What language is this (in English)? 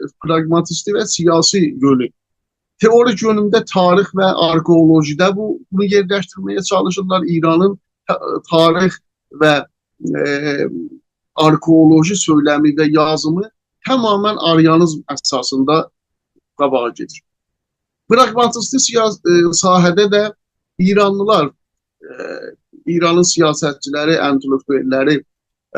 South Azerbaijani